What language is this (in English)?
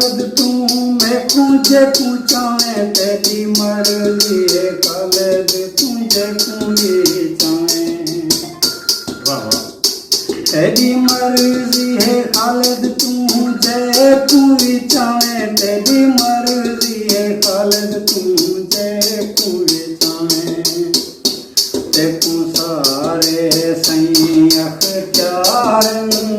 Saraiki